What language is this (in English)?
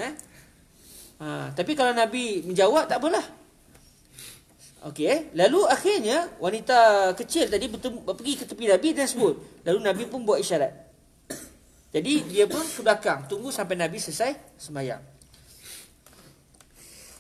Malay